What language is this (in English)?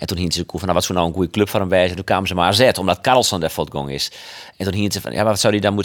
Western Frisian